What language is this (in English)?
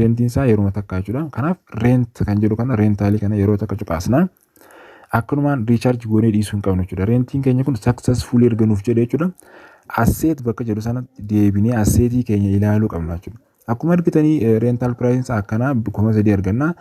Oromo